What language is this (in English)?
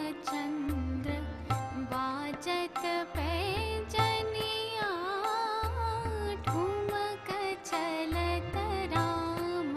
Odia